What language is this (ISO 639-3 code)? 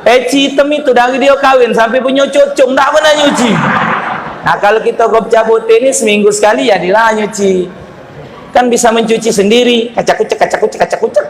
mui